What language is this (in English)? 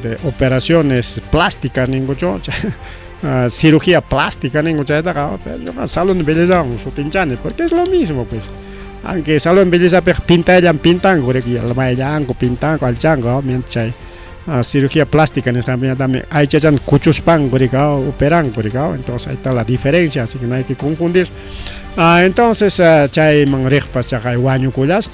Ayacucho Quechua